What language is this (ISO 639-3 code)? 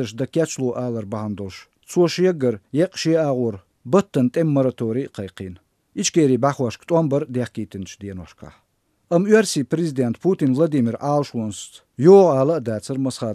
che